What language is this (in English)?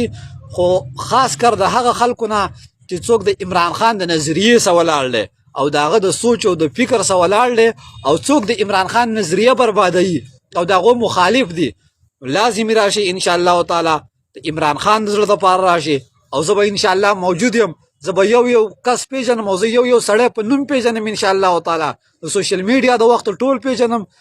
Pashto